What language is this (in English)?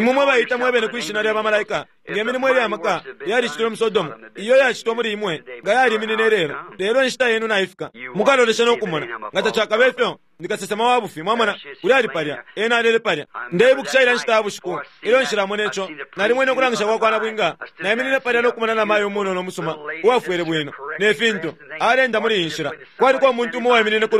Bemba